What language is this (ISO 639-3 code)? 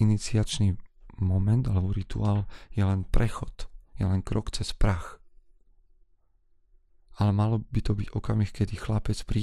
slk